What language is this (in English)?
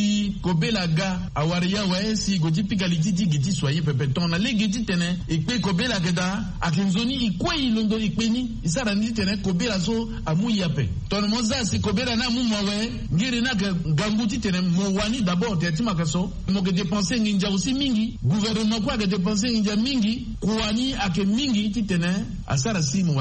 Sango